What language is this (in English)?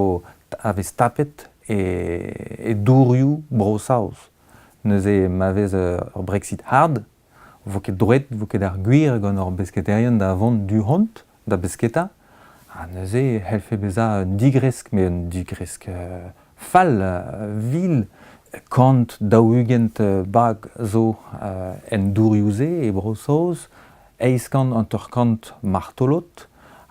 Breton